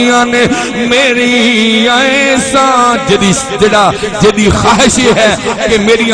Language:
Saraiki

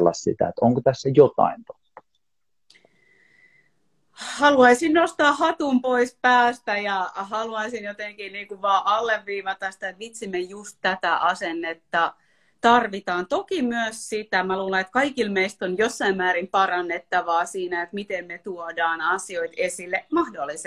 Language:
Finnish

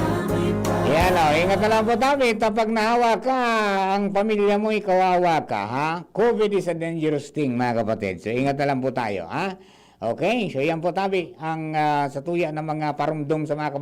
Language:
Bikol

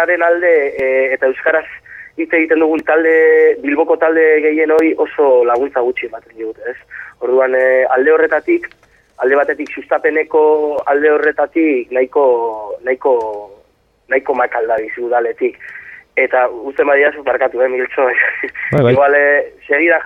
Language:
Basque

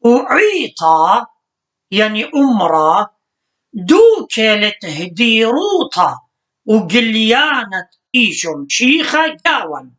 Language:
Assyrian Neo-Aramaic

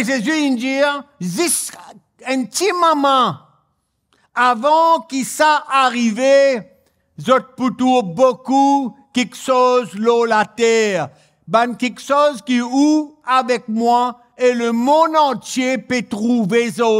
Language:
Morisyen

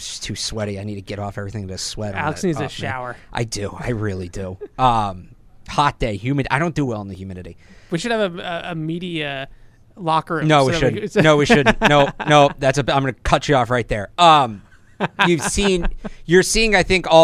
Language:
English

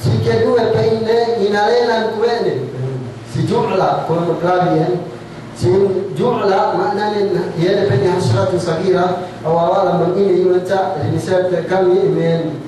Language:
Yakan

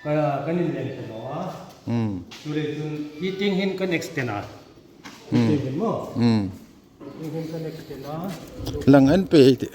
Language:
Hmar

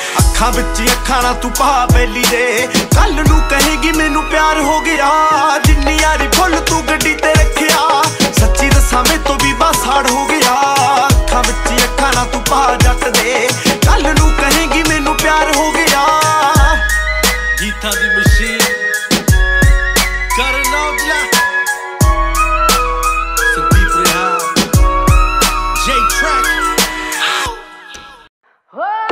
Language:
Punjabi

